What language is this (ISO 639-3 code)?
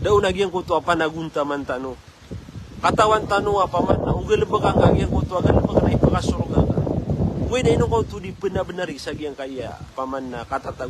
mrw